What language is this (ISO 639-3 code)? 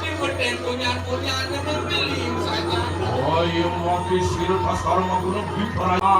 ban